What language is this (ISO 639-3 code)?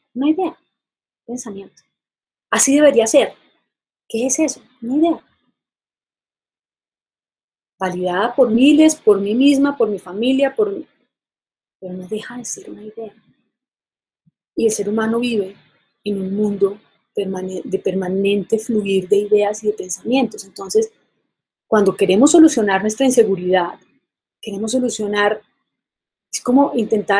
spa